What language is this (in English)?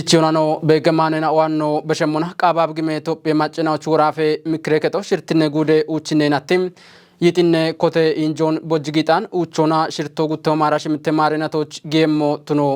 Kafa